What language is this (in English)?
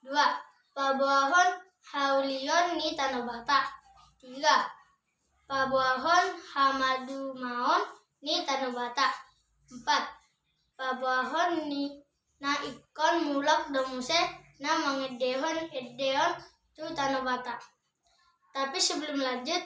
Batak Toba